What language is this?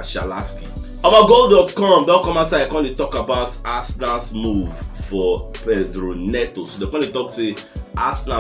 Nigerian Pidgin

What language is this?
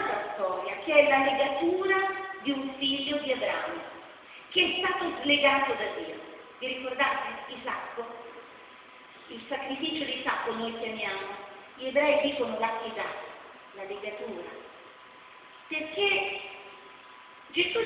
Italian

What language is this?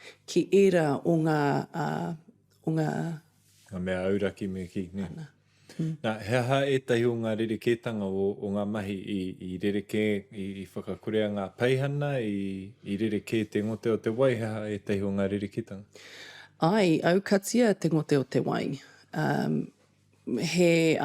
Māori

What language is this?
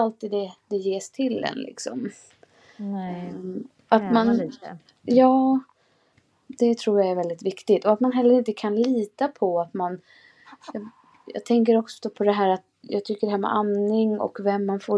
Swedish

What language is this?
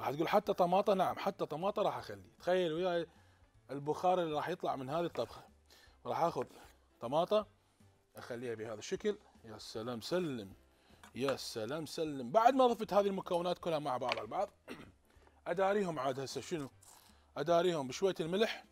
Mesopotamian Arabic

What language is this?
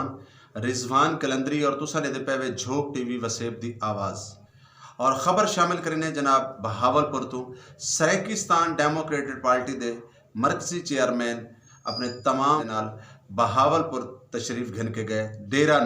Saraiki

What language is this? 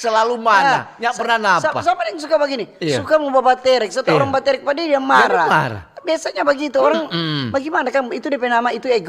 Manado Malay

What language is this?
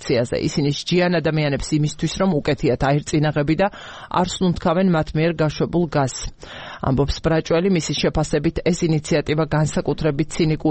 Georgian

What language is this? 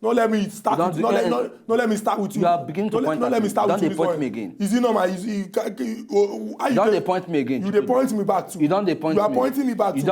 Nigerian Pidgin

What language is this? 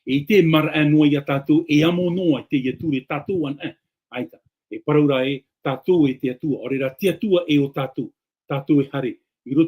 Tahitian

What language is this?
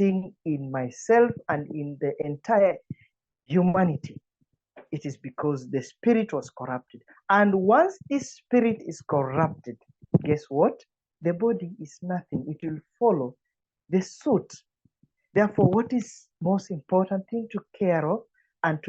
English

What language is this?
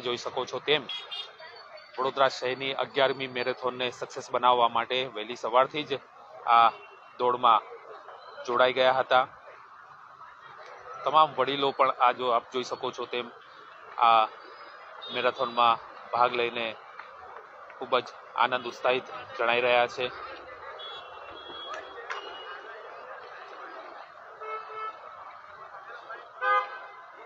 Gujarati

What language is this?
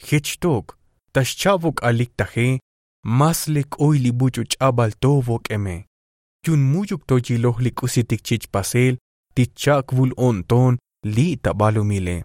Tzotzil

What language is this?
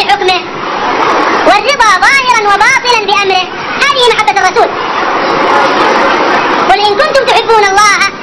Arabic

